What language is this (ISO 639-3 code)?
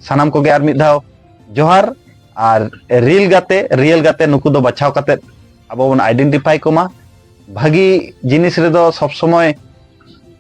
sat